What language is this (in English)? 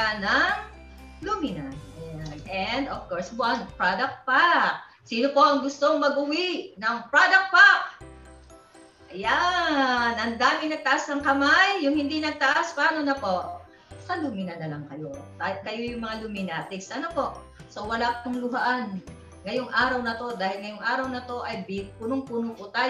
Filipino